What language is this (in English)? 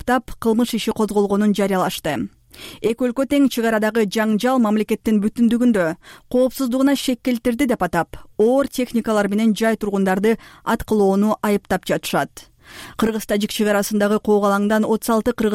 Kyrgyz